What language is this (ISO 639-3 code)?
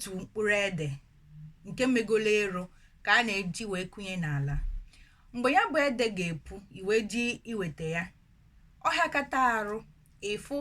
ibo